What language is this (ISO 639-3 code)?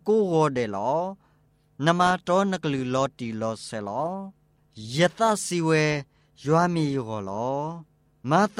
mya